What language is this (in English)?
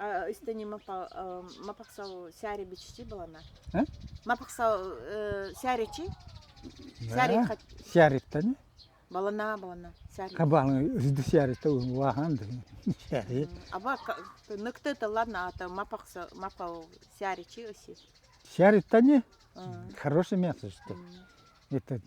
Nanai